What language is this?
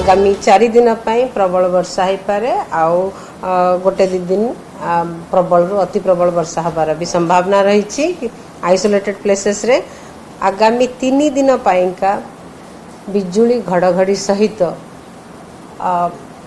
Odia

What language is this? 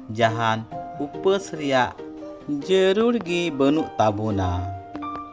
Santali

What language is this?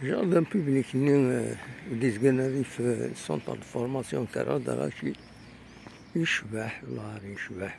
Kabyle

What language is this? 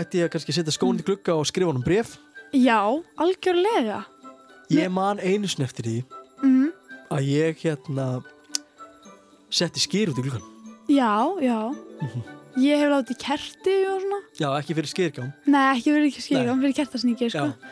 Icelandic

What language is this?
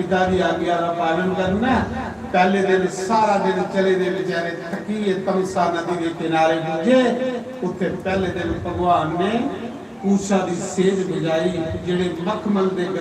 Dogri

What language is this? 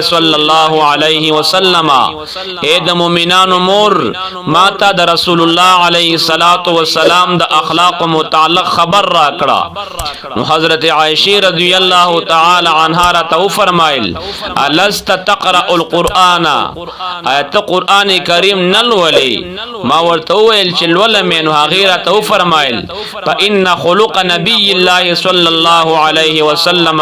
Pashto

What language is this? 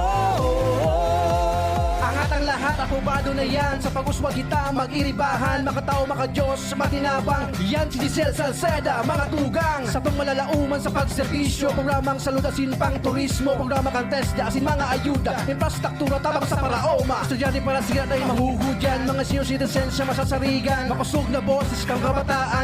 Bikol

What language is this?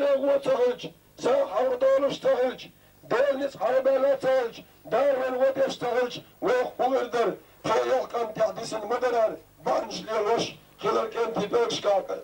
Chechen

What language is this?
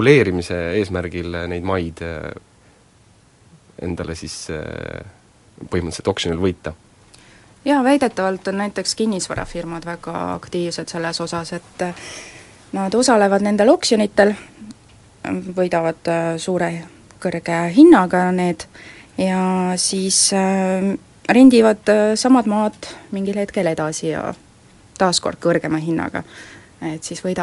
Estonian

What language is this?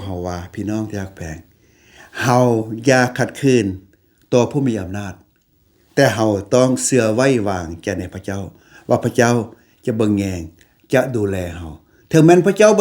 Lao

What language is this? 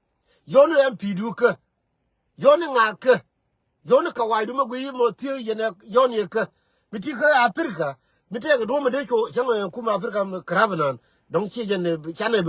Nuer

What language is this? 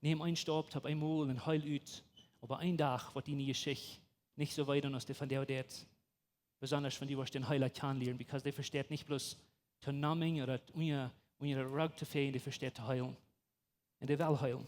Plautdietsch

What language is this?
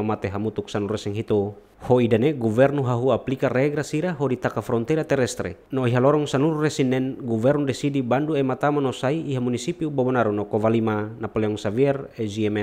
Tetum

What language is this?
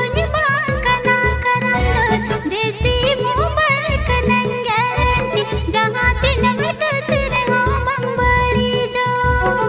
Santali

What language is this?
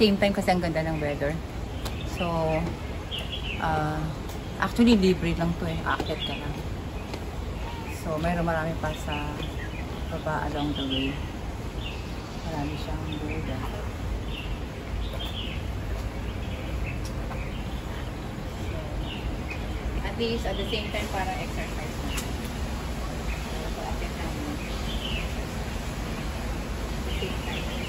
Filipino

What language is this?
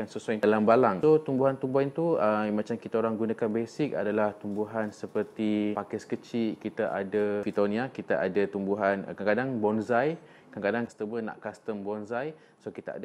Malay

